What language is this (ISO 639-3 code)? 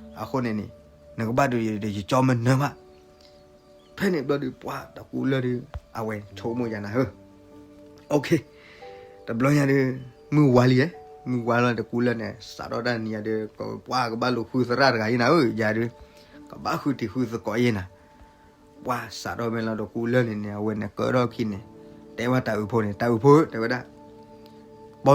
ksw